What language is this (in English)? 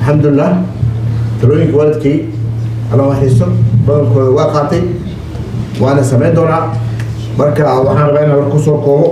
Somali